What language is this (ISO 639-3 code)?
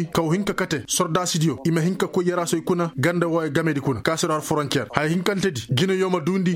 ses